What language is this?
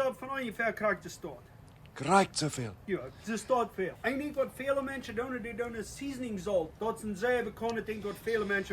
Plautdietsch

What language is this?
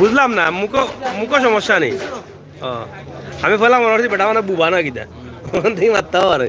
Sylheti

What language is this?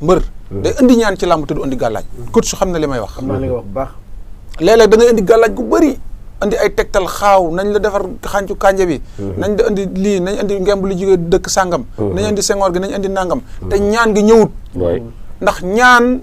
Wolof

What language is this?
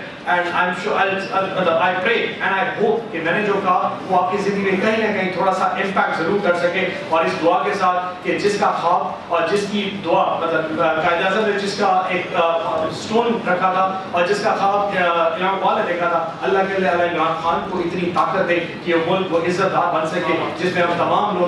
Urdu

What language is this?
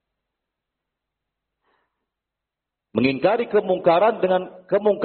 Indonesian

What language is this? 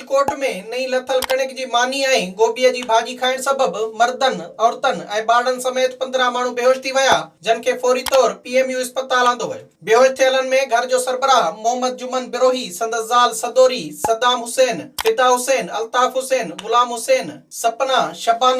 Sindhi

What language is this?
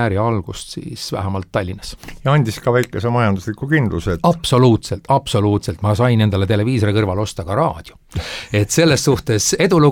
Estonian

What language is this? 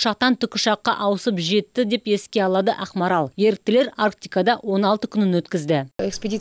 Kazakh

